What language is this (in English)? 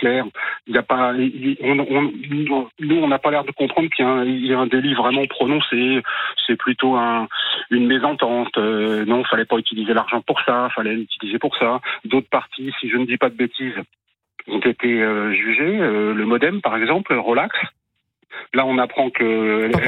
French